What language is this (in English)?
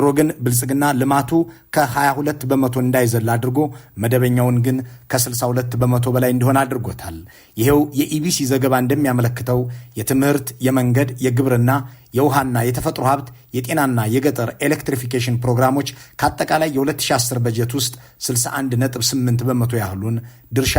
Amharic